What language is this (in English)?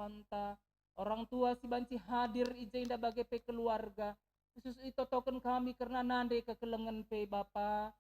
Batak Karo